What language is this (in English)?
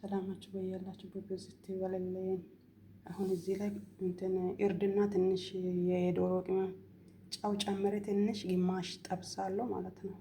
Amharic